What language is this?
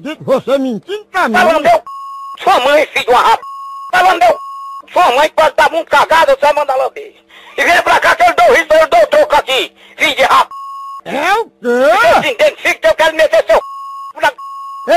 Portuguese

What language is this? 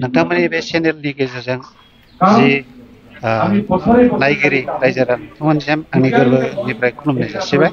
Bodo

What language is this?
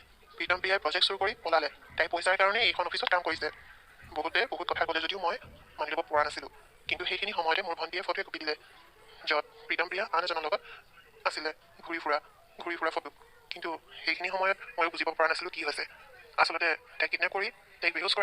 Assamese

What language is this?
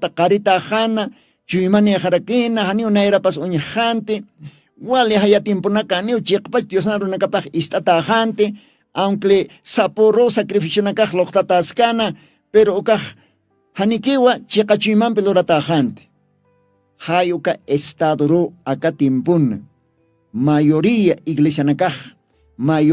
Aymara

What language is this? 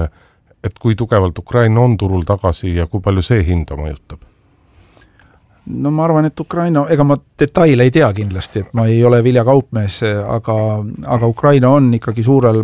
Estonian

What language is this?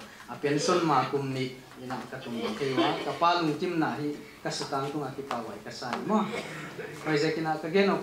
Paite Chin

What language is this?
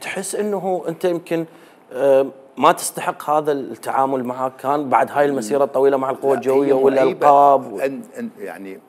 Mesopotamian Arabic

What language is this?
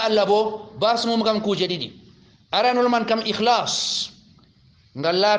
Fula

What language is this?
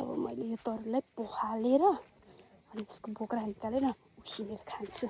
Nepali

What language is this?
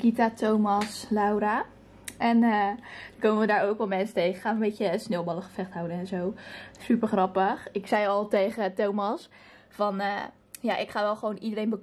Dutch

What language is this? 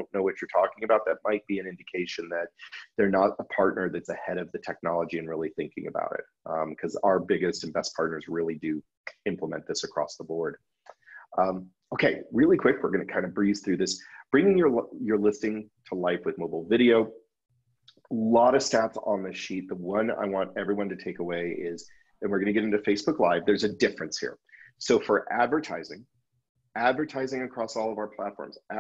English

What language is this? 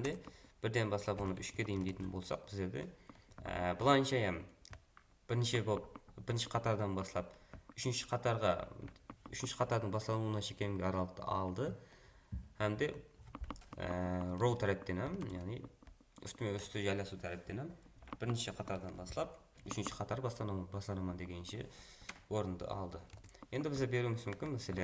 Kara-Kalpak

